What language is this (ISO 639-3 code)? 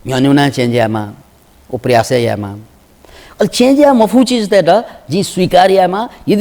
new